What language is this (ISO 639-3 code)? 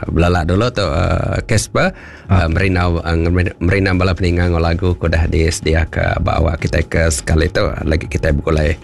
iba